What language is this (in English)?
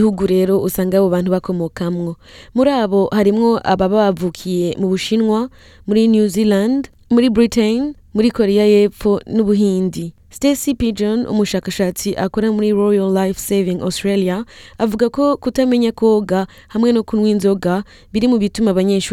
Rundi